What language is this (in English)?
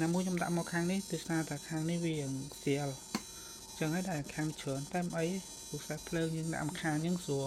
Khmer